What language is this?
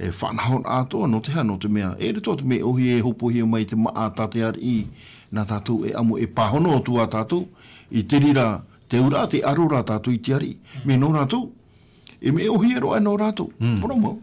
Tahitian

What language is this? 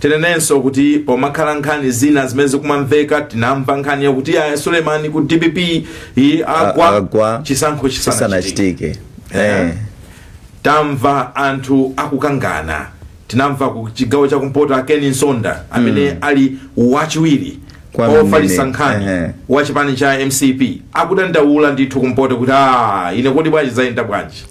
Nyanja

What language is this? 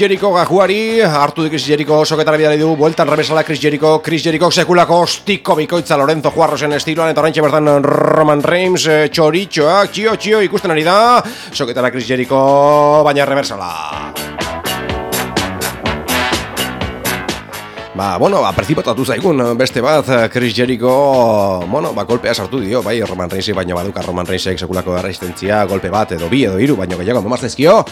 Basque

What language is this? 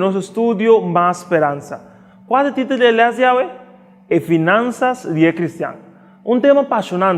Papiamento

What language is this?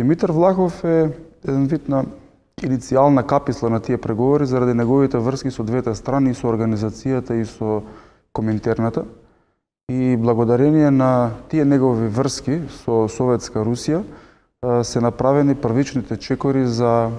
Macedonian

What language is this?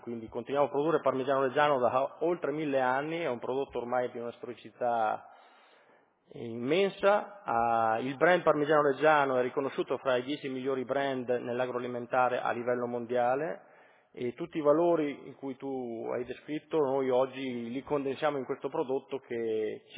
Italian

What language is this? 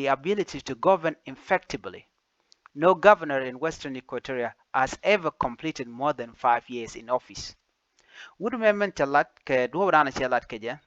Nuer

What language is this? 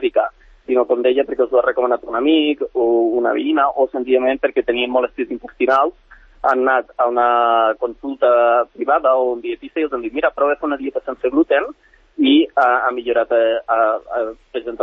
Catalan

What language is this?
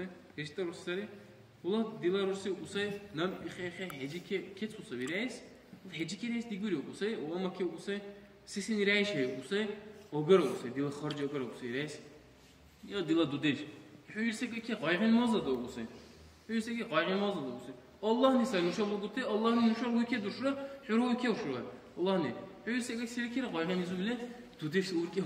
Dargwa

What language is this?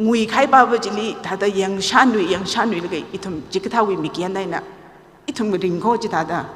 Tangkhul Naga (India)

